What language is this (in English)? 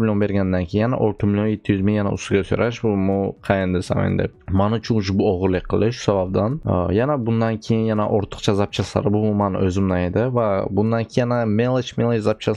Uzbek